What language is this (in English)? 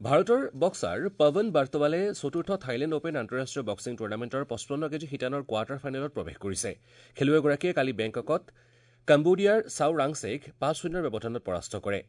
Assamese